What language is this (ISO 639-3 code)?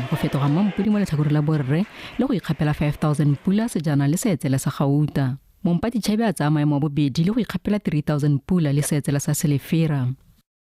tsn